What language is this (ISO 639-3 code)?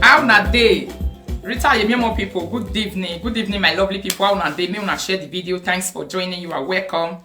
pcm